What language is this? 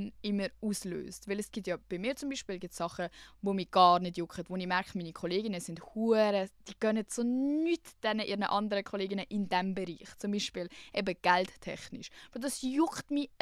Swiss German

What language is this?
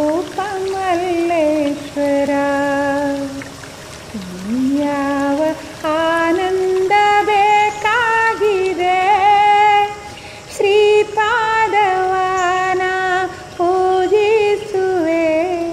Kannada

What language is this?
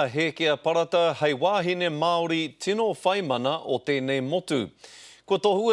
Māori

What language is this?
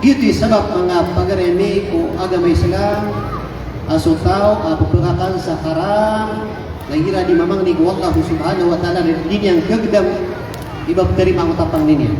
Maranao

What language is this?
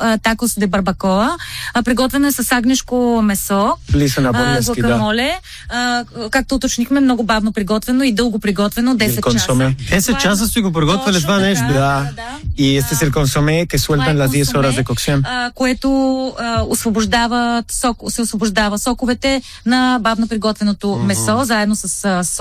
Bulgarian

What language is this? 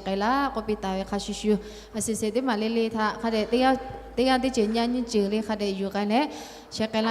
Lahu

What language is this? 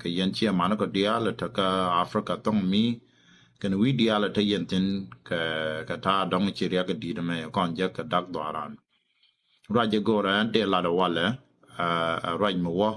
Nuer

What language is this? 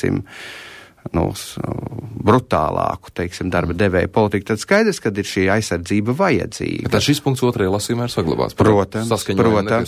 Latvian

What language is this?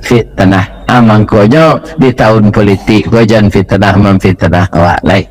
Minangkabau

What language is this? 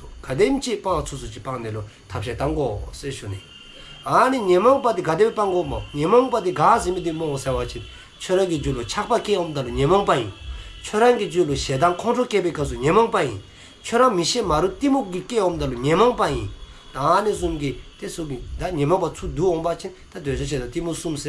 Dzongkha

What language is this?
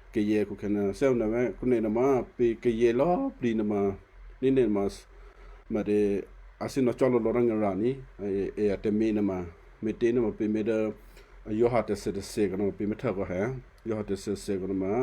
Western Kayah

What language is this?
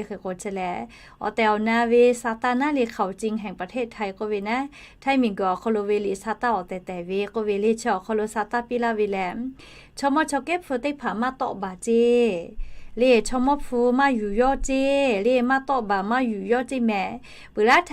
Lahu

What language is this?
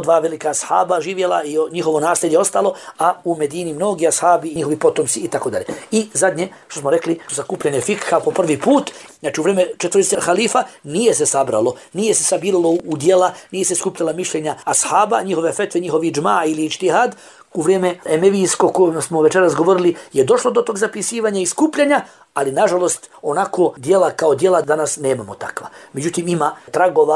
Bosnian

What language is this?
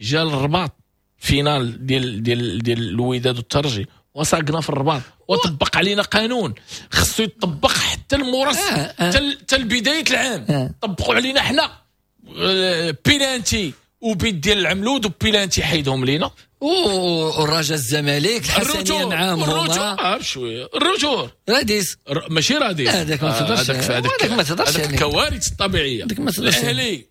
Moroccan Arabic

